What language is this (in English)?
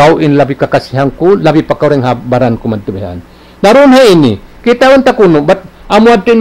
Tausug